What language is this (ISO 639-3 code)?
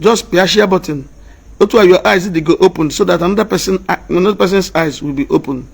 ibo